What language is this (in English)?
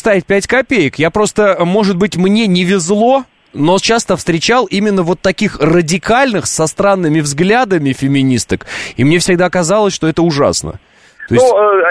Russian